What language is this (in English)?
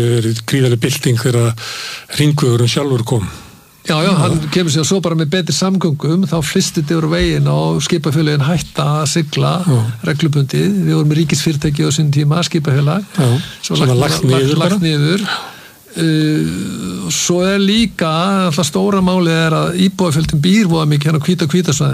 Icelandic